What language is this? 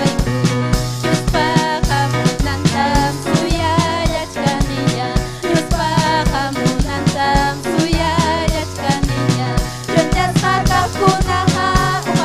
Ayacucho Quechua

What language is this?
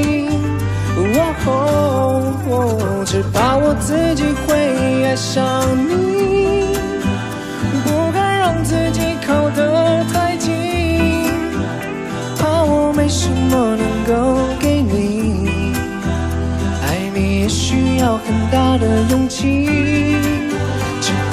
Chinese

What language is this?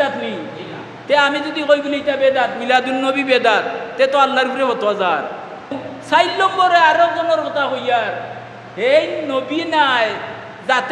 Sylheti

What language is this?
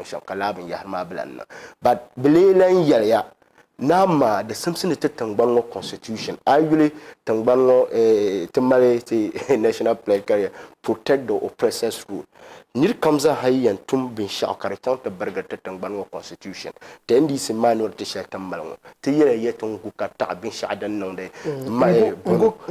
Dagbani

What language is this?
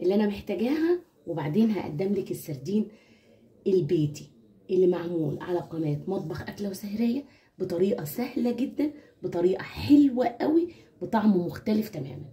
Egyptian Arabic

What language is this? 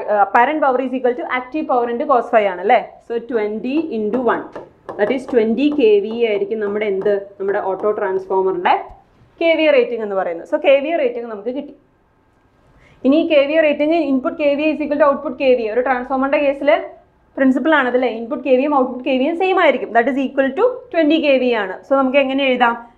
Malayalam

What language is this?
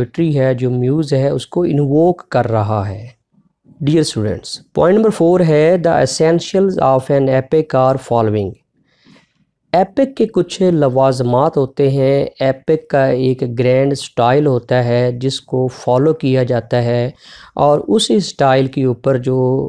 Hindi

